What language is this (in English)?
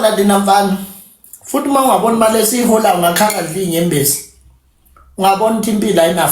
Zulu